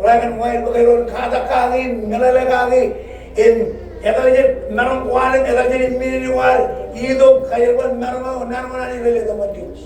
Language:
Marshallese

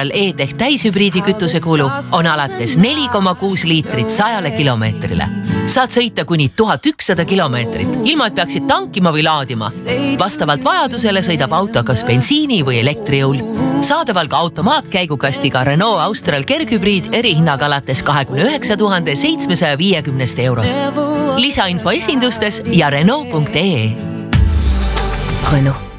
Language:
Estonian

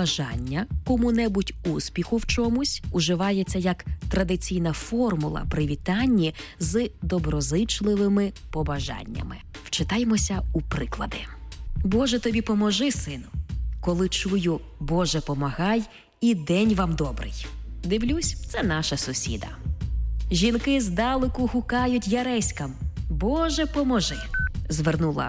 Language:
Ukrainian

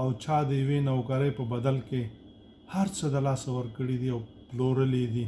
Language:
Pashto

